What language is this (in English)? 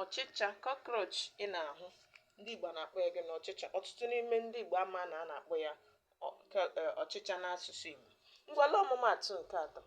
Igbo